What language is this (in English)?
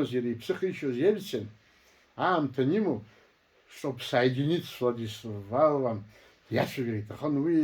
Abkhazian